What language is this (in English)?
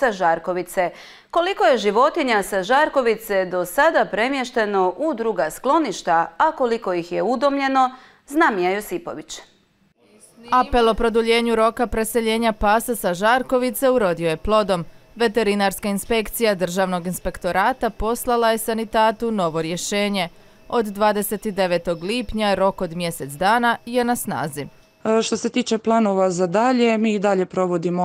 Croatian